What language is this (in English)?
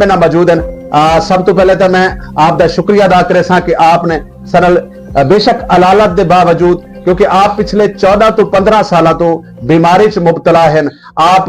Saraiki